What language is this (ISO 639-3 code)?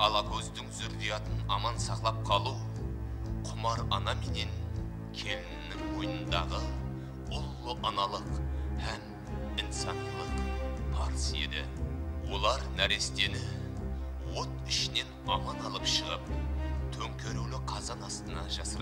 kaa